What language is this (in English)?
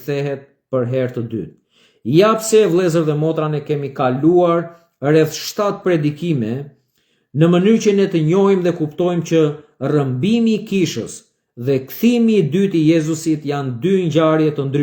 Albanian